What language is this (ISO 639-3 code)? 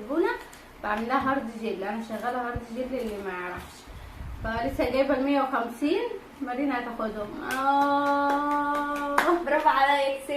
arz